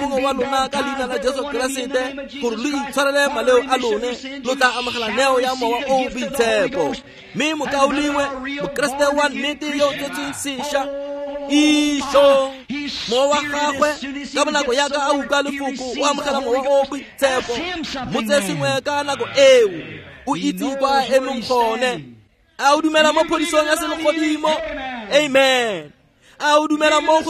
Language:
Tswana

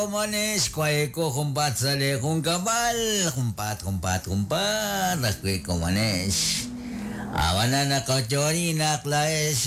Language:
Kekchí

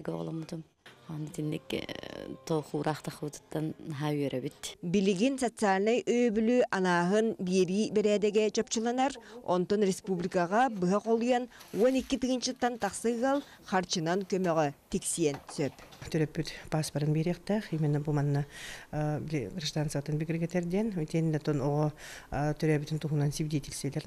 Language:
Yakut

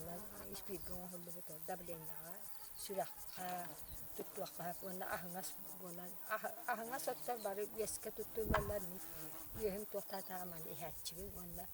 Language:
Yakut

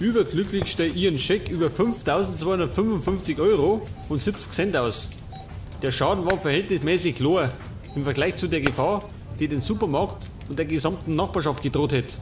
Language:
Bavarian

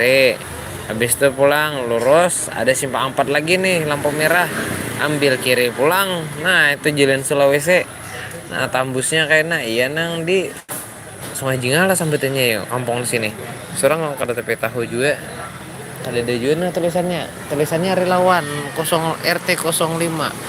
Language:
Banjar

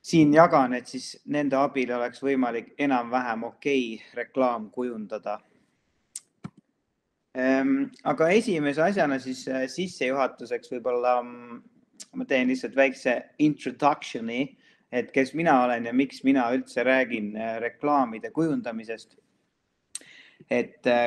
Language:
Estonian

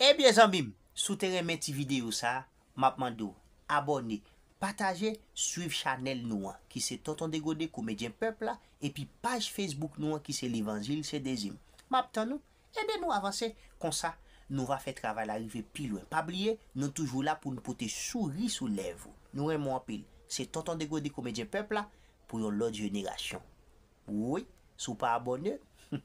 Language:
Haitian Creole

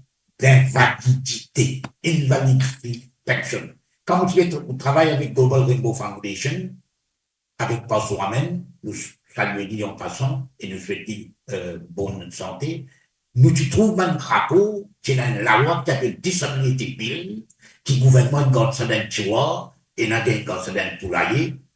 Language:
Morisyen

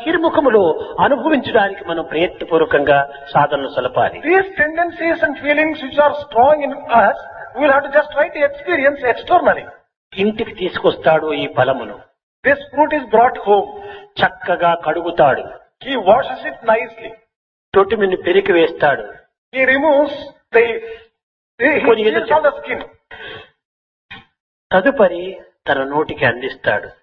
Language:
Telugu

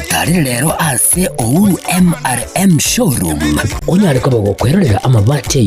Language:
Gusii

